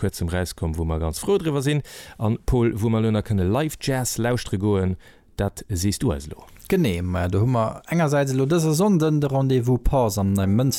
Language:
Luxembourgish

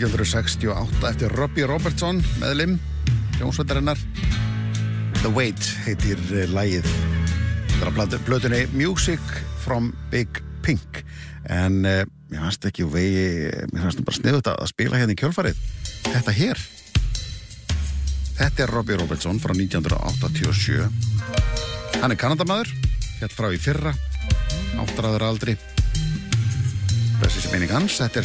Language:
Icelandic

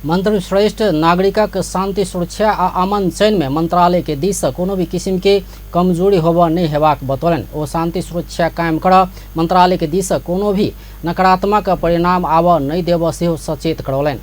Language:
Maithili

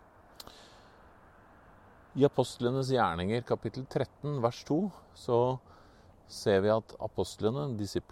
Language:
Norwegian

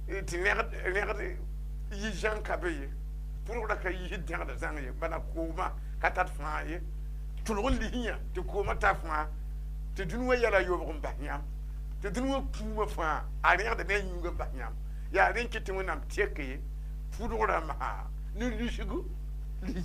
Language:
Mossi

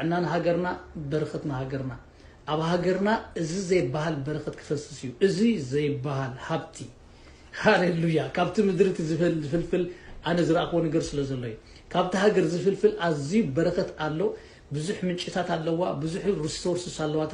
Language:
Tigrinya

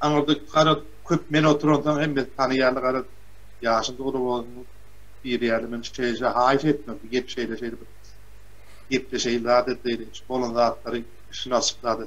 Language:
Turkmen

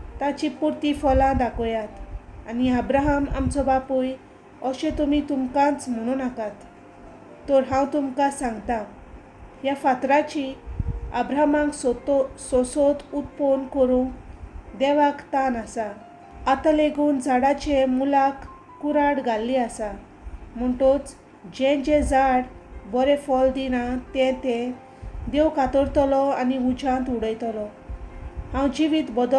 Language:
Konkani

